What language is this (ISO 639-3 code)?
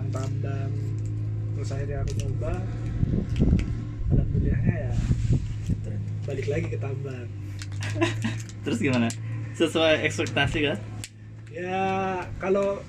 ind